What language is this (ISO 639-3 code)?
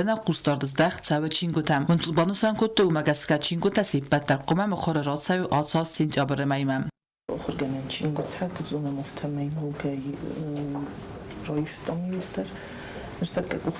oss